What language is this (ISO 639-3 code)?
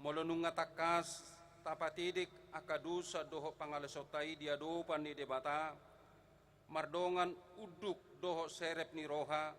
bbc